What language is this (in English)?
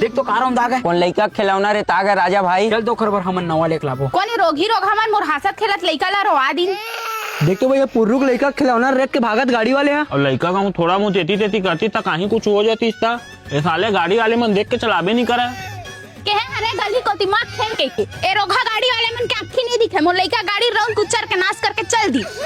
Chhattisgarhi